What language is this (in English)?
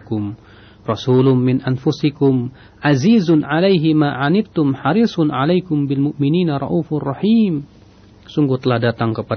Indonesian